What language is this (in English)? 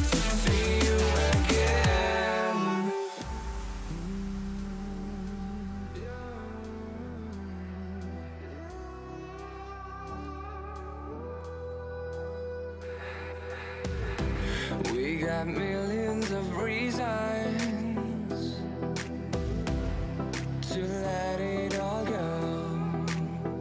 English